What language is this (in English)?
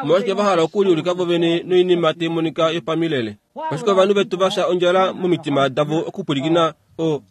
Kuanyama